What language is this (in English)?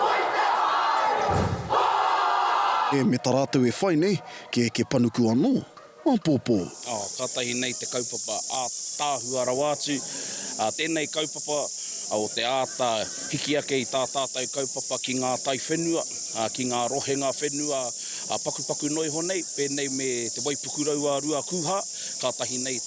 Māori